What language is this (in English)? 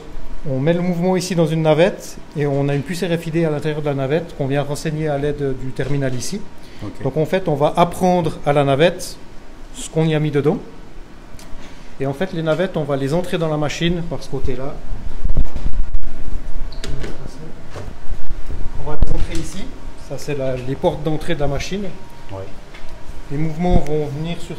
French